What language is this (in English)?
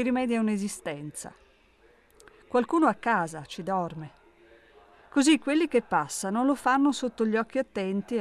Italian